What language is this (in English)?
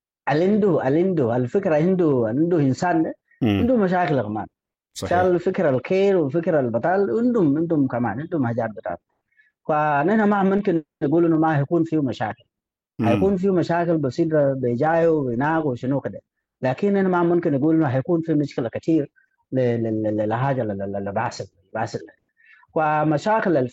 Sudanese Arabic